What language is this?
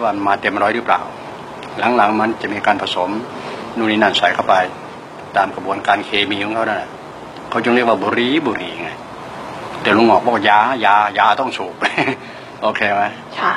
Thai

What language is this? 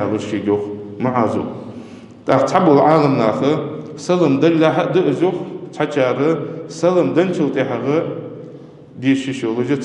Ingush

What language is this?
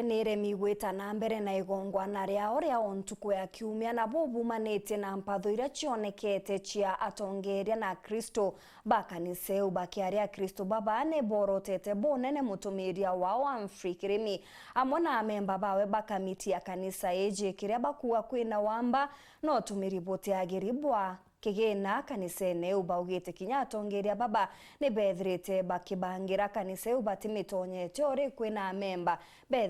Meru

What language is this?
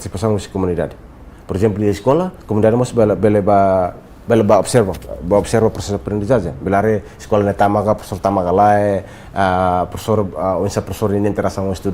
Tetum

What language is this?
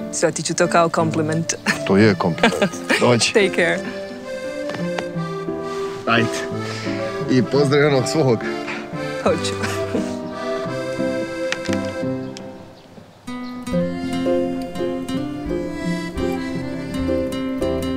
Croatian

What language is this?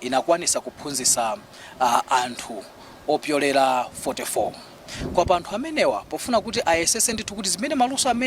Nyanja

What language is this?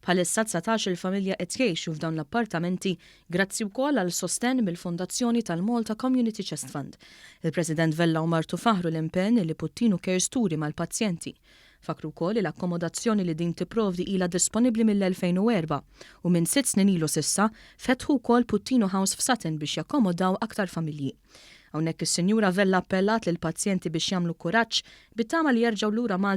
Maltese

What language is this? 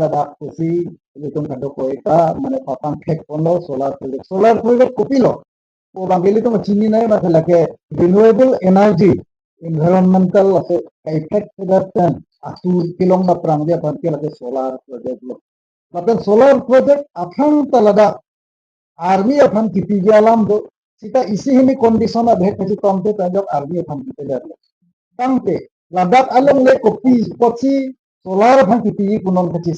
Karbi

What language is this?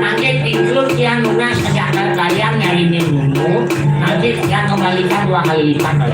Balinese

